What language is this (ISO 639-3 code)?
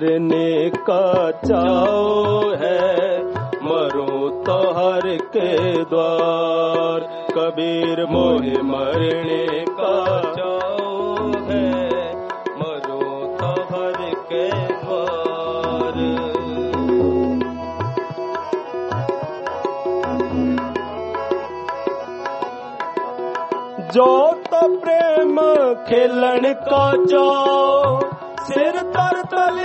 pan